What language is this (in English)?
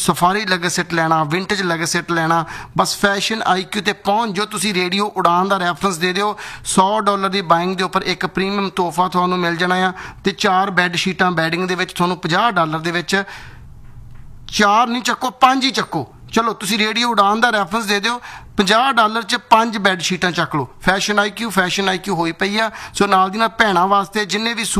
Punjabi